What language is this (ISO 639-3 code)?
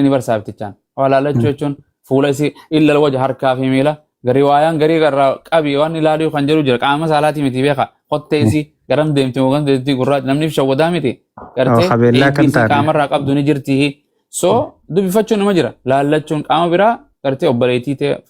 orm